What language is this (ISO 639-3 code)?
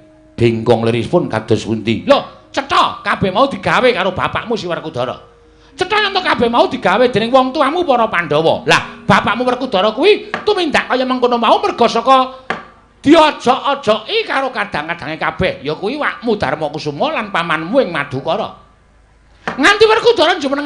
jav